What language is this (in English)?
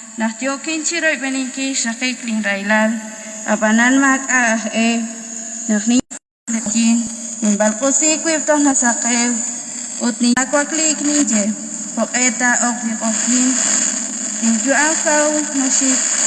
Kekchí